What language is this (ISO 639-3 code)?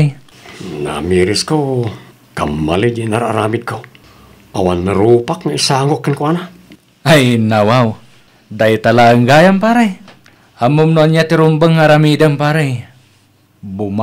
ilo